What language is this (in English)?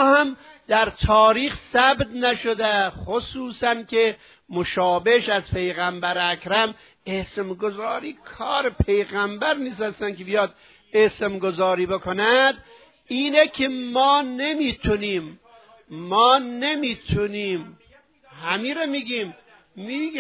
Persian